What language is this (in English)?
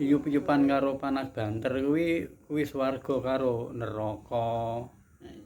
Javanese